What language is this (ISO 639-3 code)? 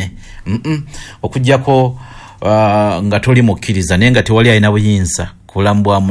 lug